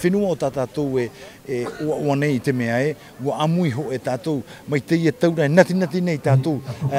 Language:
Tahitian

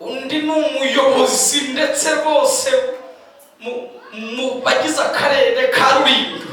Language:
Kinyarwanda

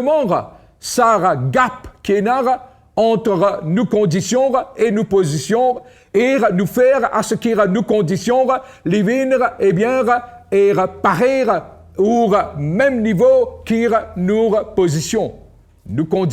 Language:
Morisyen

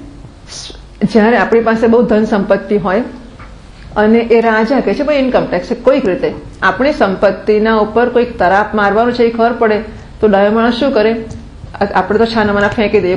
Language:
Gujarati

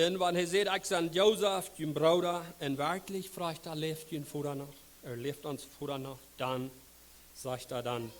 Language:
Plautdietsch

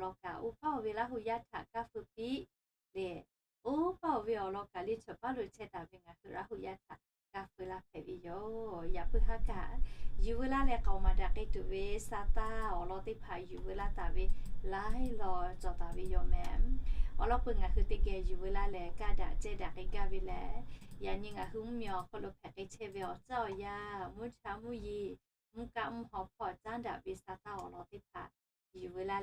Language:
Lahu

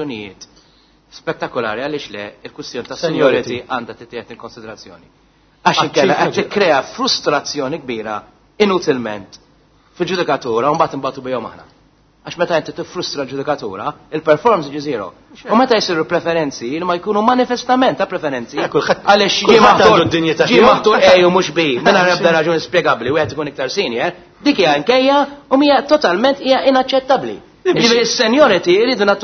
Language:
Maltese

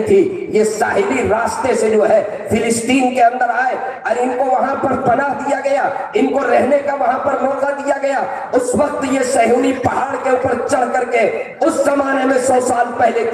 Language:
Urdu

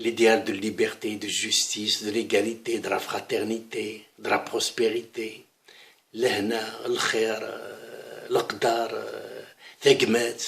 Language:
Kabyle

